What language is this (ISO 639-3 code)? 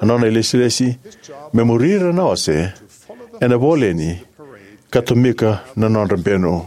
fij